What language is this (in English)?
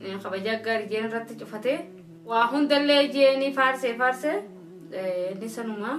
Oromo